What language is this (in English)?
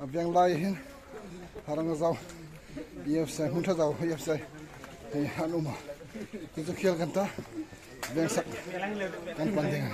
Hmar